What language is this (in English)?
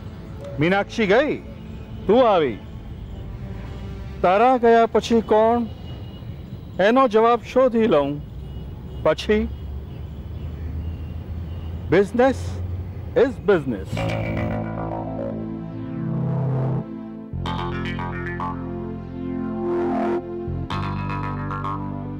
Gujarati